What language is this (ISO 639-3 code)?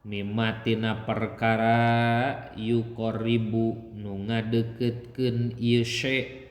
sun